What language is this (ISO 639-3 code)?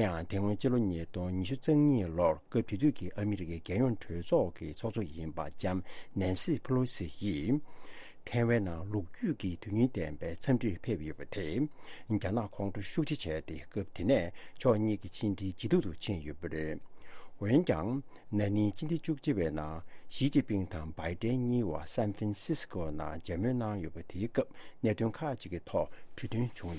bod